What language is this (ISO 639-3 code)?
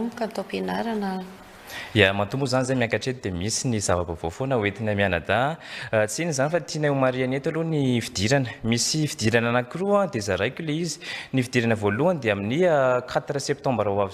mlg